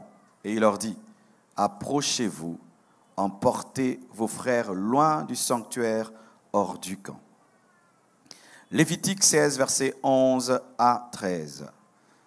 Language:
French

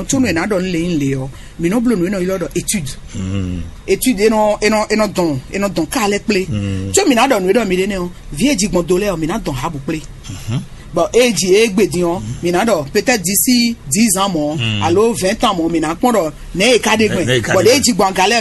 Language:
Fon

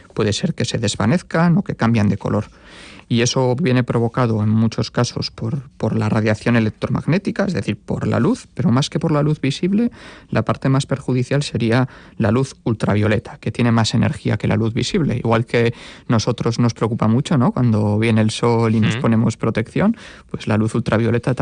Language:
Spanish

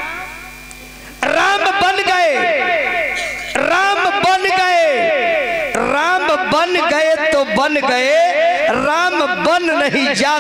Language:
Bhojpuri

